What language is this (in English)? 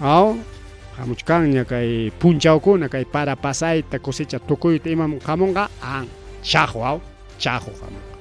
Ayacucho Quechua